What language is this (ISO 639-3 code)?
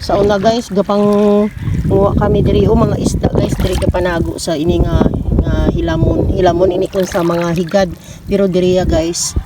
hil